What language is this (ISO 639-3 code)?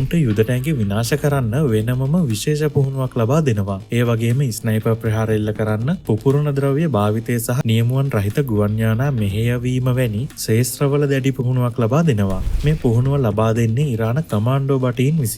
sin